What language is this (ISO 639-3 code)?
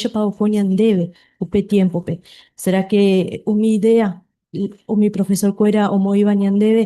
grn